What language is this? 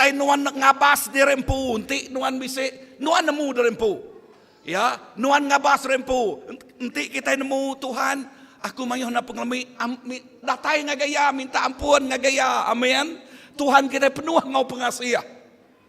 Iban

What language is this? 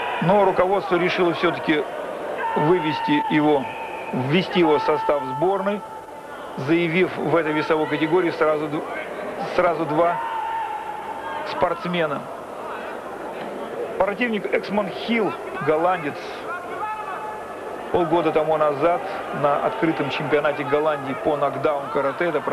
Russian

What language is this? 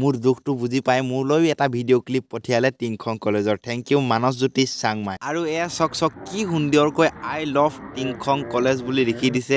Assamese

